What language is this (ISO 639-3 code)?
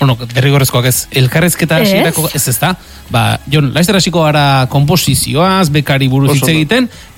eus